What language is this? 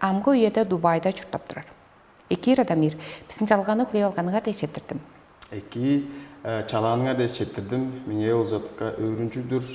Tuvinian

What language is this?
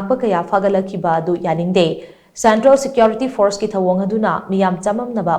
Manipuri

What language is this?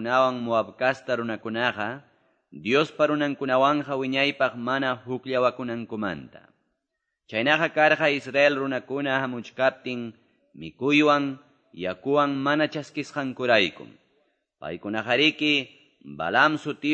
Quechua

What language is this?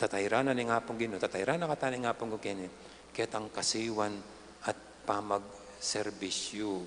Pampanga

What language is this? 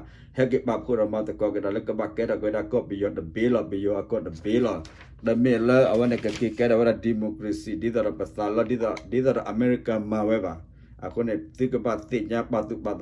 S'gaw Karen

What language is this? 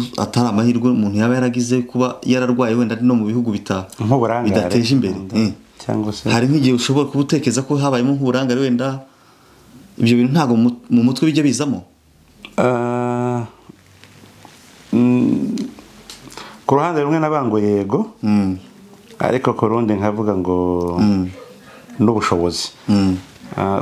Kinyarwanda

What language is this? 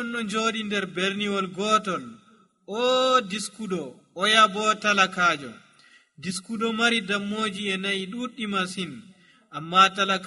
Nigerian Fulfulde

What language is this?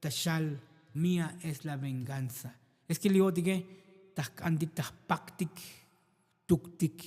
Tzotzil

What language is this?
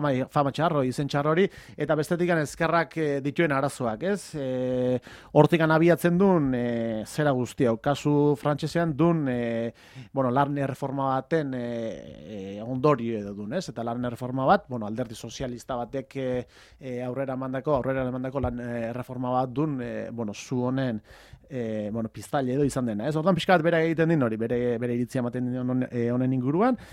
Basque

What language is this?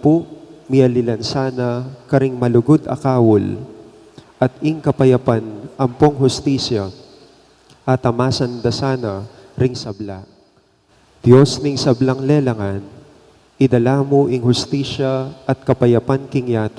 Pampanga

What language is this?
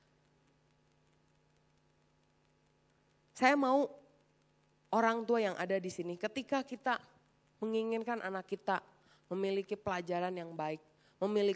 Indonesian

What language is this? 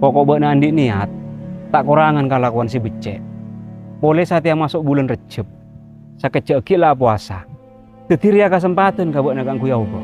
Madurese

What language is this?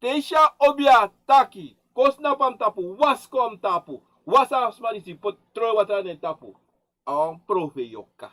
Sranan Tongo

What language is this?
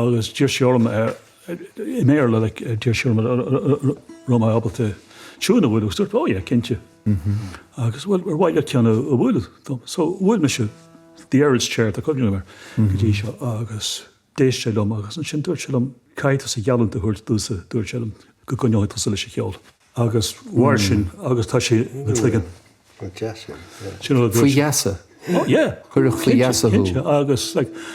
Irish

